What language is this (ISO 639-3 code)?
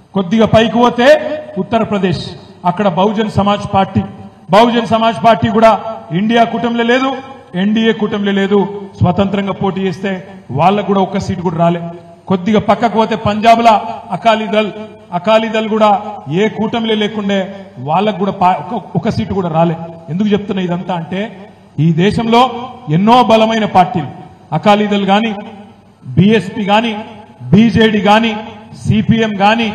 tel